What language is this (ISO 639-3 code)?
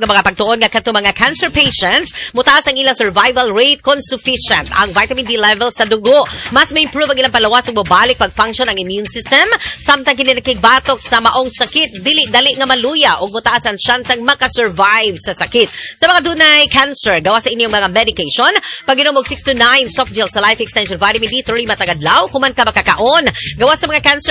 ceb